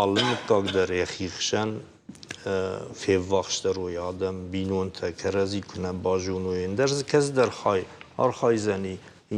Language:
Ossetic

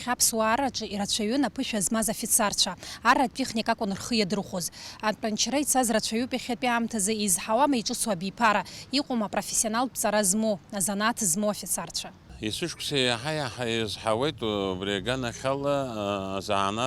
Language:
Abkhazian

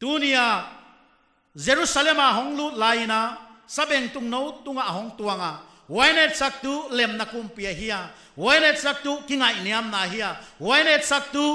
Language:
Paite Chin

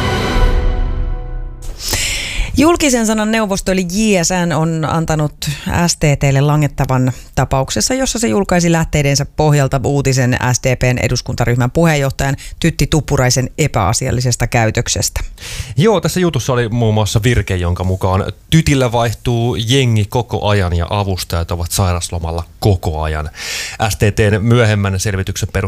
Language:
Finnish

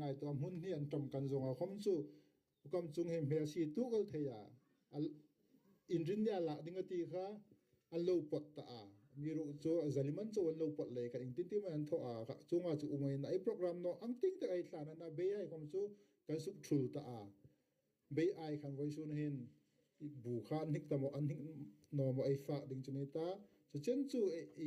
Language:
Hmar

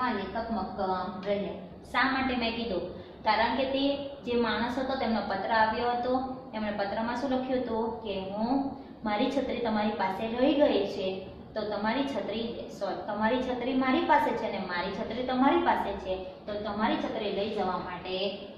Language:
Gujarati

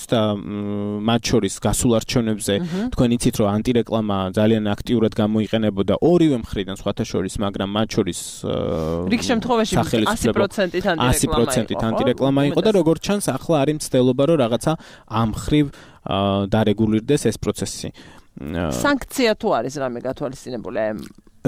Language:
Georgian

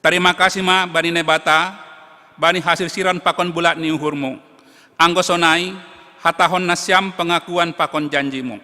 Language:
Batak Simalungun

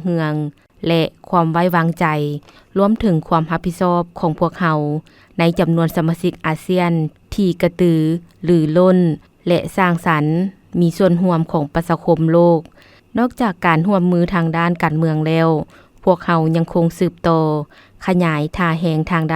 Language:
Lao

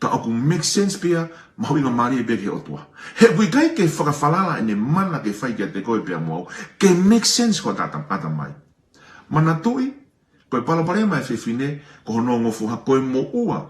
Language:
Tongan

